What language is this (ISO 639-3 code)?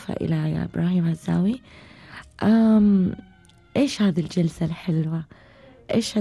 afb